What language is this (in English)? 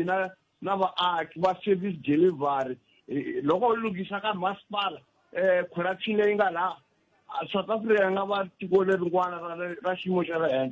Tsonga